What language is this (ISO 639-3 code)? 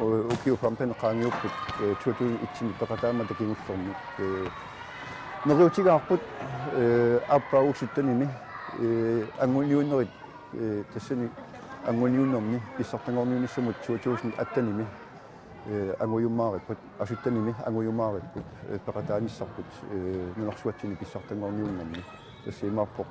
kal